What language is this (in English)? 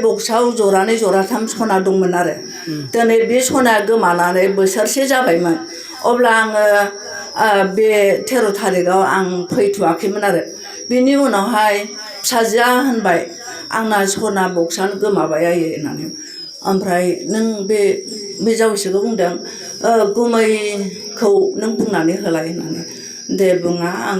Bodo